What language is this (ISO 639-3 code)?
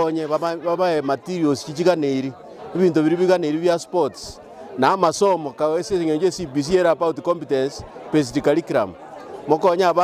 guz